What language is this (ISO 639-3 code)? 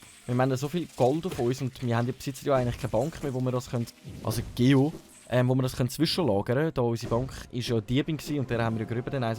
gsw